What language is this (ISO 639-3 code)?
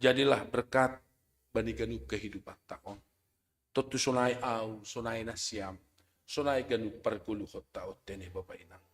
bts